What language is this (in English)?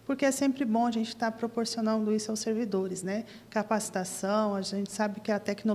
Portuguese